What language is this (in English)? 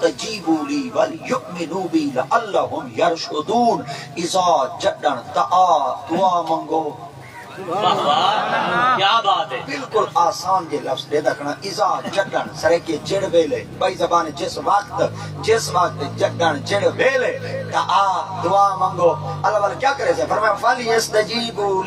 Saraiki